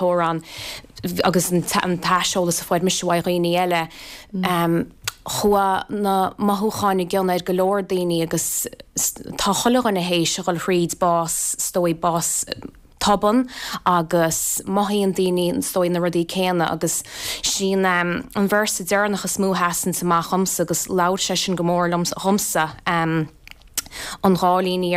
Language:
Irish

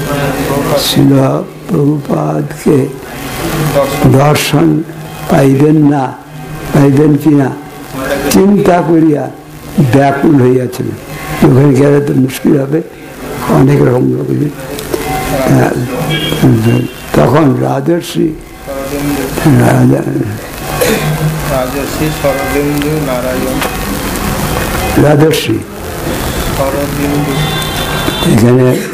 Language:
Bangla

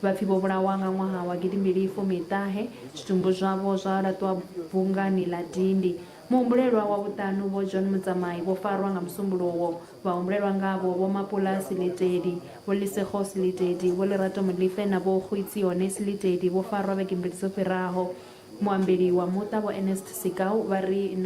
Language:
Venda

